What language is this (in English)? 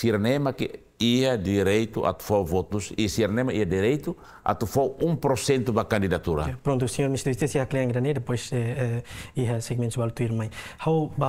Tetum